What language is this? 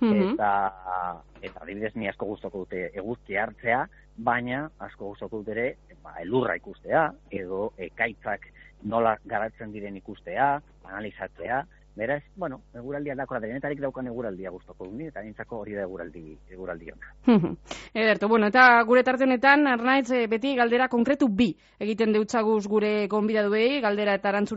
Basque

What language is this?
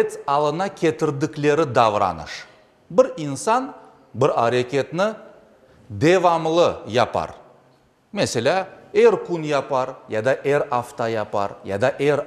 Crimean Tatar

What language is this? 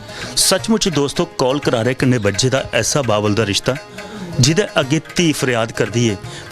Dogri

